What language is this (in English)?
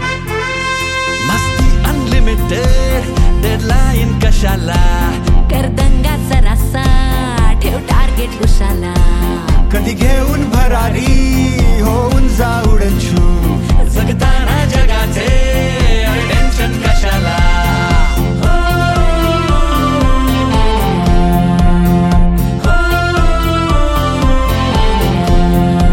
Marathi